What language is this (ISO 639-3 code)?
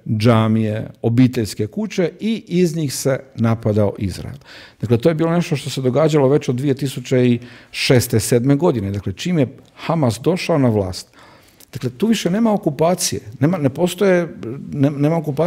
hrv